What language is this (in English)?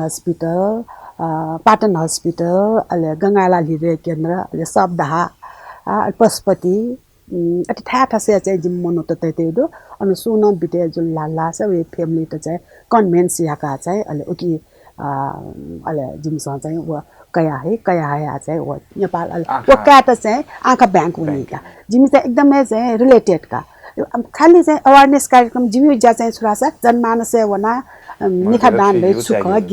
Newari